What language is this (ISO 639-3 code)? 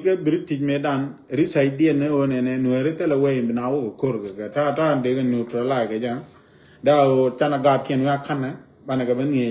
nus